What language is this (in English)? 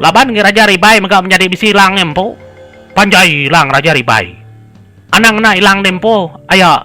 Iban